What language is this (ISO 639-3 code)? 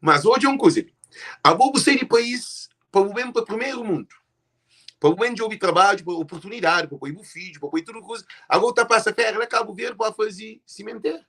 kea